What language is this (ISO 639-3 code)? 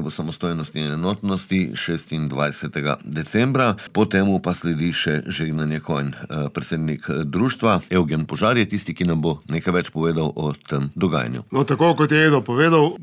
slv